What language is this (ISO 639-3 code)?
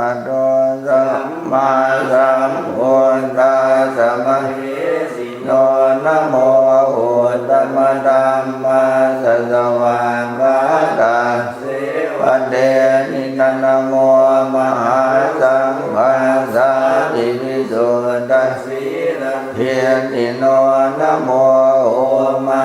pli